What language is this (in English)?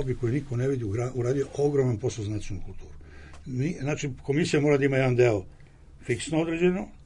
Serbian